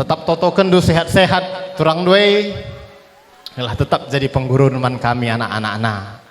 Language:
Batak Karo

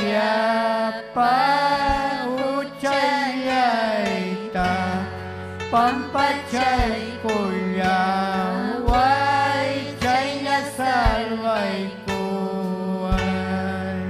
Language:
Ayacucho Quechua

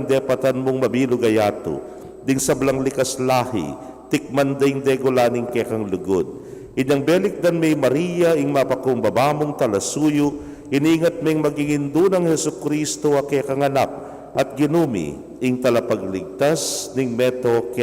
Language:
Pampanga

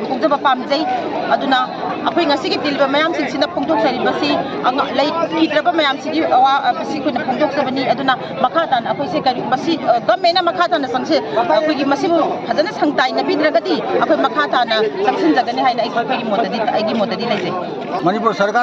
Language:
Manipuri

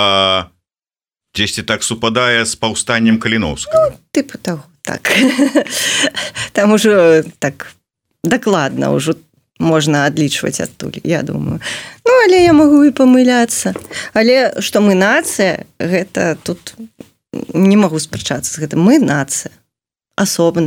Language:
Belarusian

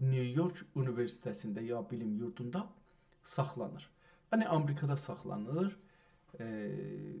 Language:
South Azerbaijani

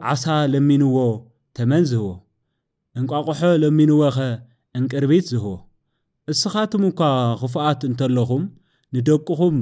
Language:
Tigrinya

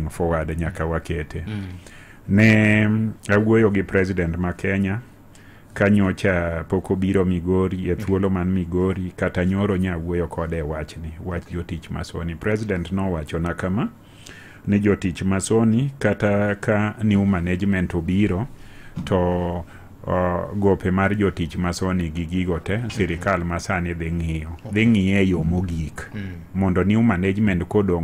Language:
Luo (Kenya and Tanzania)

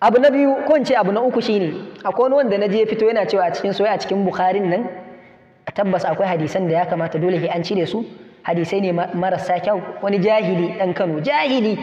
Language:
Hausa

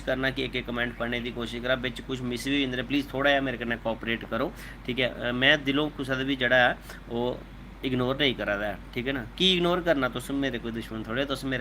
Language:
Dogri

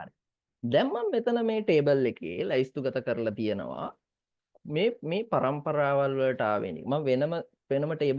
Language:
Sinhala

